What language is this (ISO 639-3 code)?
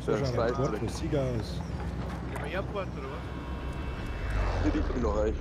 bar